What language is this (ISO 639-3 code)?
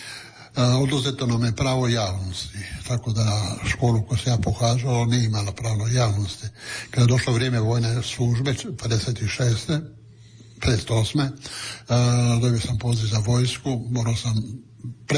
hrv